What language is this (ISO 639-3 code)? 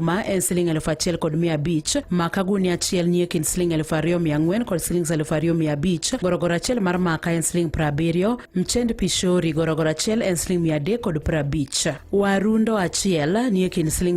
luo